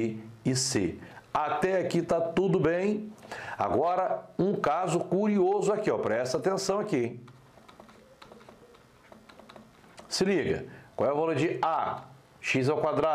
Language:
Portuguese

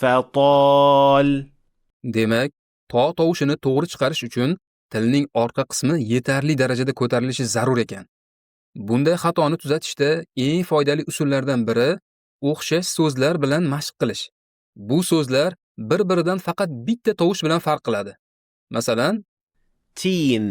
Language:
Uzbek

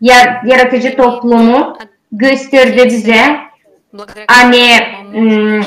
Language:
Gagauz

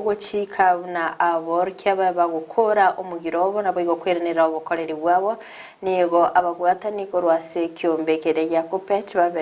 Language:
Gusii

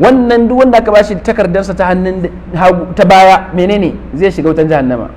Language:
Hausa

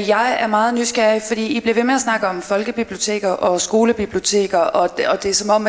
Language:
Danish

